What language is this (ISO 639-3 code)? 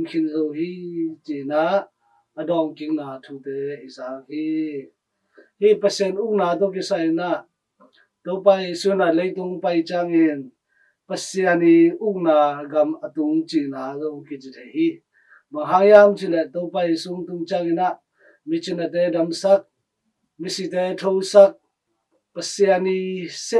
ctd